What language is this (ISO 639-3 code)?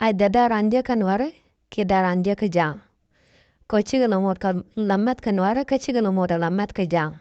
nus